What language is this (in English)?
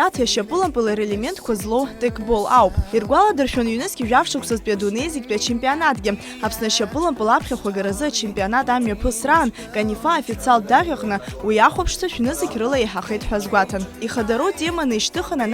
Abkhazian